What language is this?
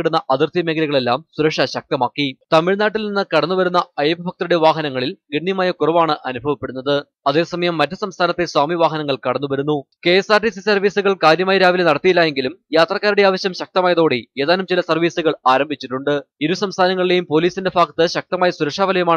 Malayalam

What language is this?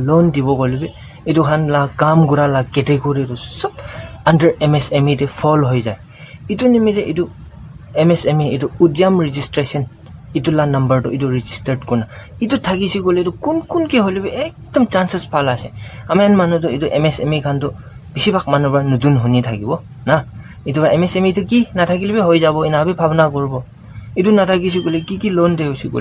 Naga Pidgin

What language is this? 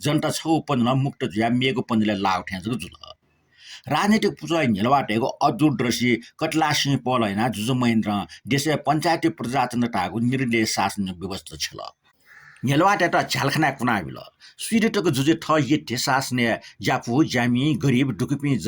Newari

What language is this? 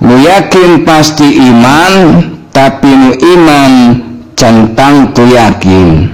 Sundanese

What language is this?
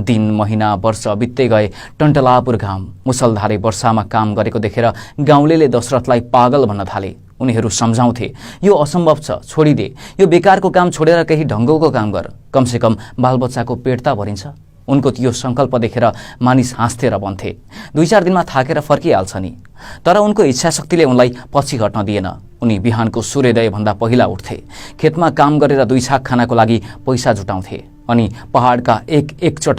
Nepali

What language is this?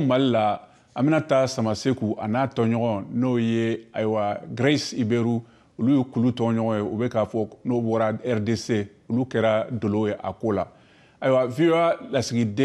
Bambara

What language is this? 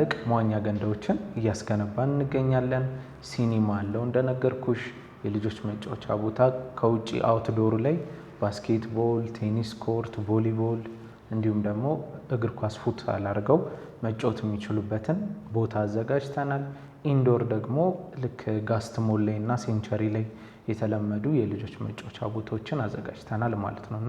Amharic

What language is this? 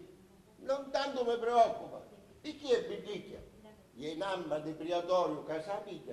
Sicilian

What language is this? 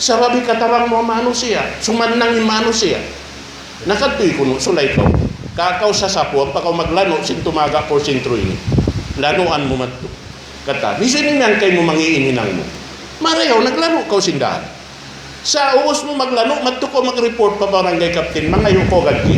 Tausug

